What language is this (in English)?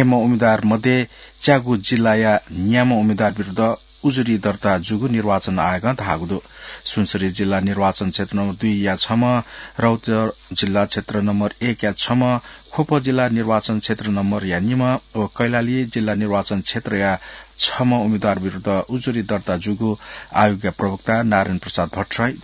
Newari